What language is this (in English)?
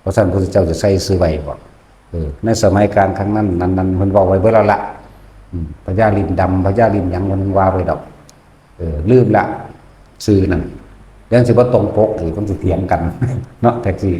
Lao